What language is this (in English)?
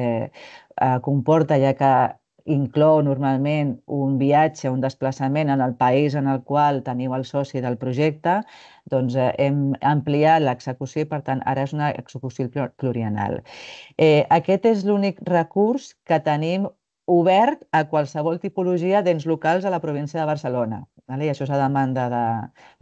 Catalan